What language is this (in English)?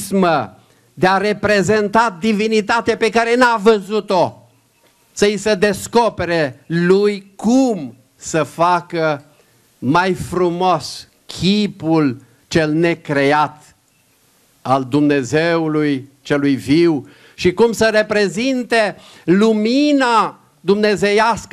Romanian